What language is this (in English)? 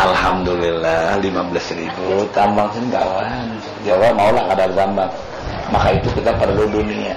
Banjar